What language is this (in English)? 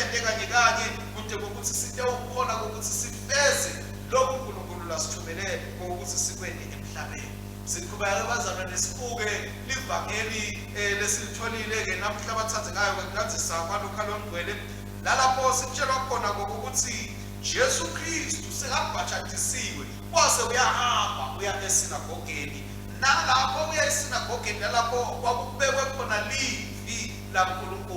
Swati